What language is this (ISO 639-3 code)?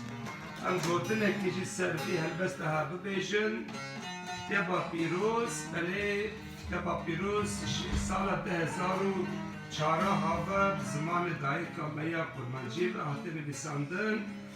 kur